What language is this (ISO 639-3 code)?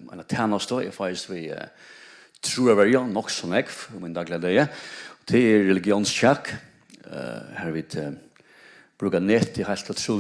fao